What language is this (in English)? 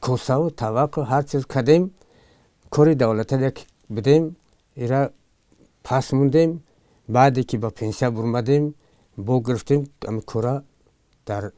Tajik